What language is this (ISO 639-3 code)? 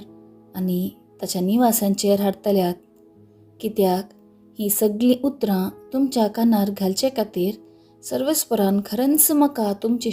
kok